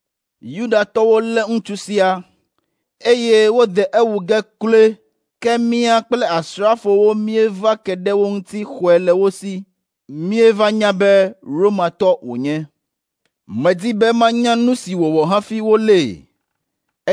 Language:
Ewe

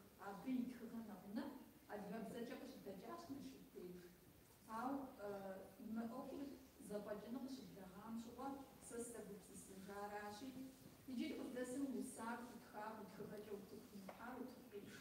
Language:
Kabardian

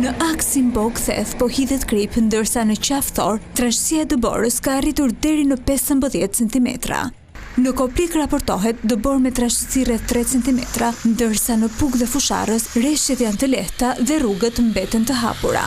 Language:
Albanian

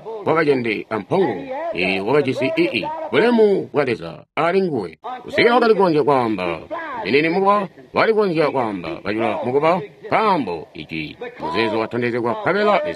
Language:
Tonga (Zambia)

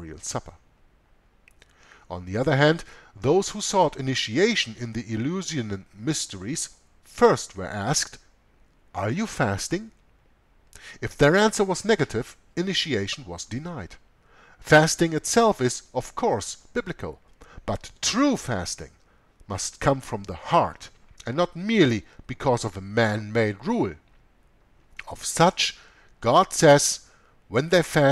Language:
English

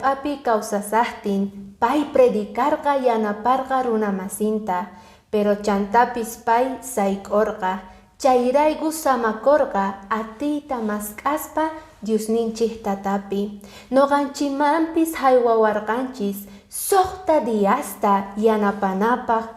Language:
Quechua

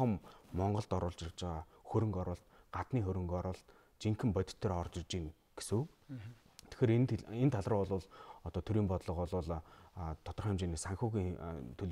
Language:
Mongolian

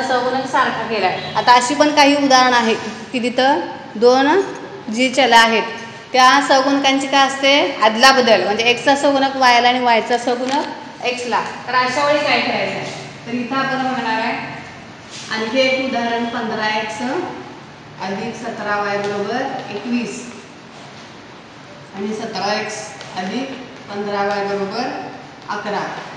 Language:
Marathi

